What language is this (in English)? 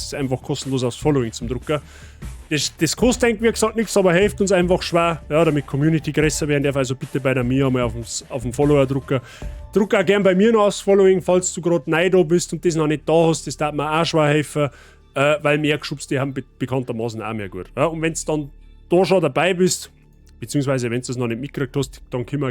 Bavarian